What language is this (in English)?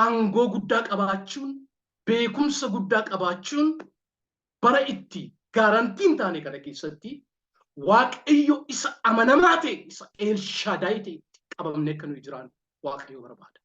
Oromo